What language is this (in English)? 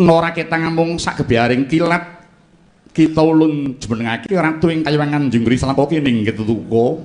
Javanese